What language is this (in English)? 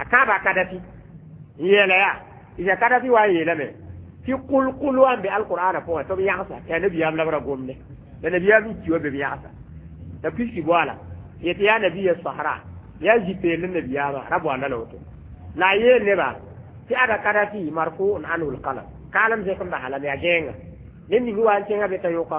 Mossi